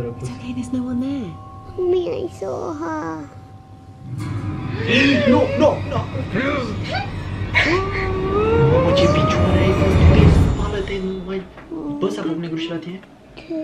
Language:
Romanian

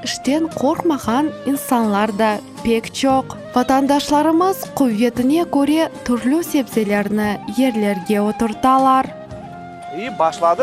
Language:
Crimean Tatar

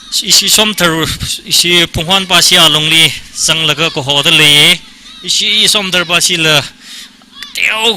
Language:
Tangkhul Naga (India)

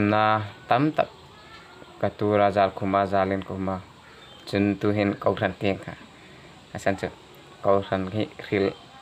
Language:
Hmar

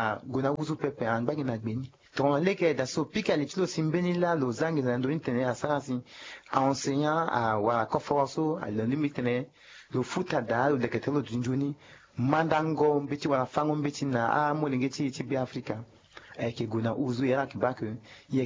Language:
Sango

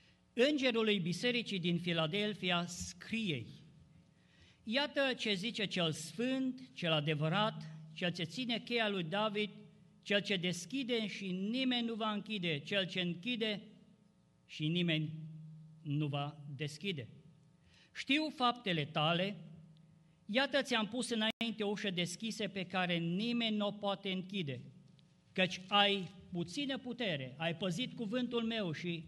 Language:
Romanian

